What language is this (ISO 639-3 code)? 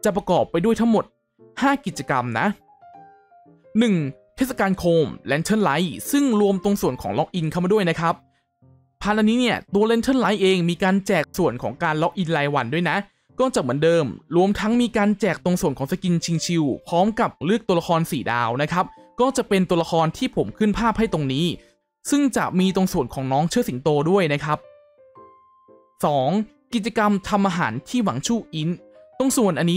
tha